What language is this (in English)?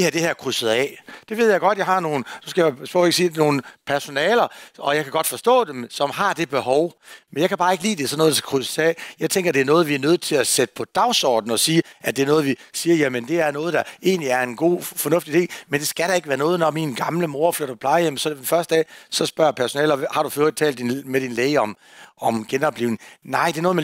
Danish